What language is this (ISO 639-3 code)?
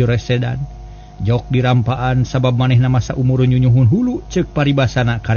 sun